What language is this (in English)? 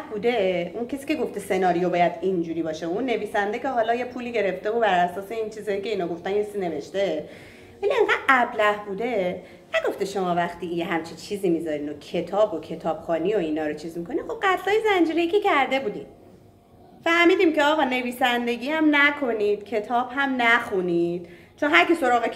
Persian